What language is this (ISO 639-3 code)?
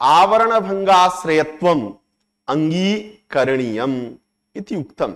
san